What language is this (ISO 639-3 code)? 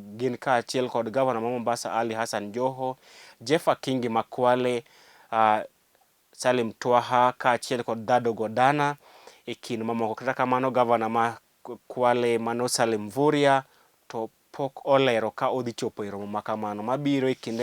luo